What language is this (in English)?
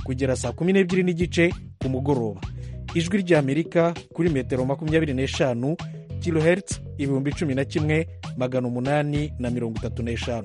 Kinyarwanda